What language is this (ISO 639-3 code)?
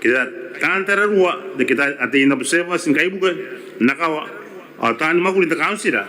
gil